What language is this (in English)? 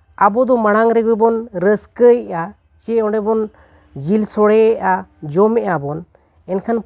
Santali